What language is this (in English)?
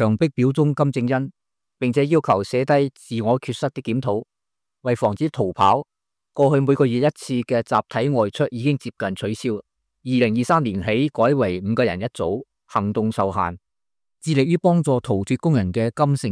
Cantonese